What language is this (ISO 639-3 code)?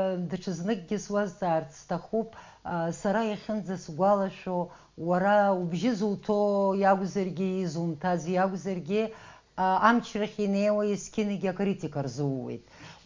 abk